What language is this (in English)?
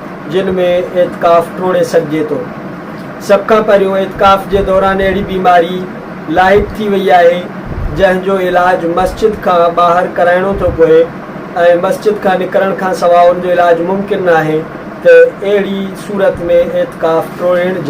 Sindhi